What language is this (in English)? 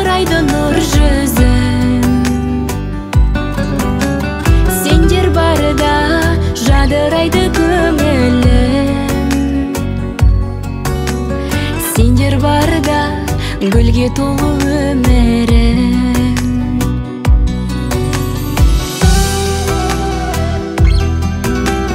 Kazakh